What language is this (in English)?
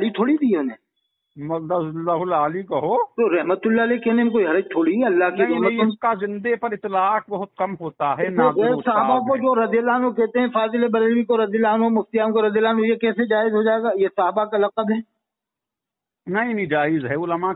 Urdu